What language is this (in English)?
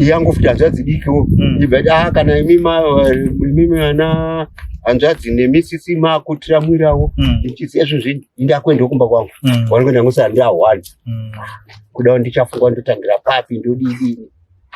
Shona